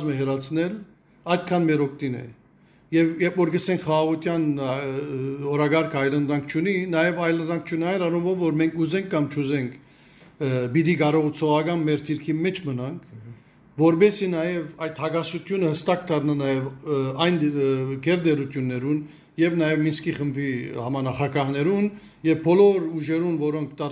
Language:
Western Armenian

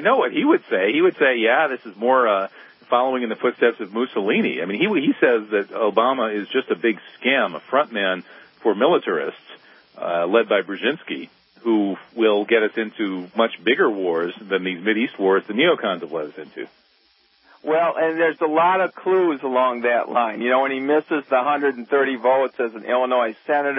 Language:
English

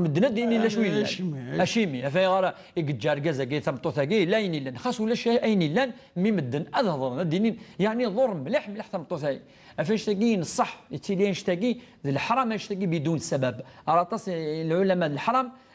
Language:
Kabyle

